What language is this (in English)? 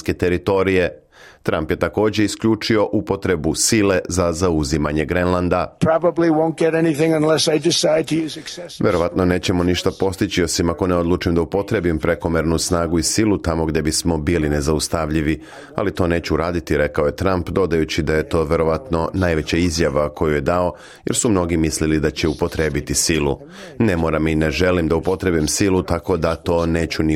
Serbian